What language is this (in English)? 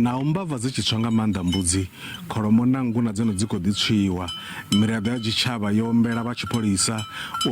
Venda